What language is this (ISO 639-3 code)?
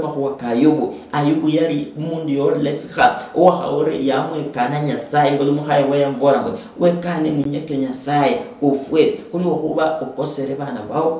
luy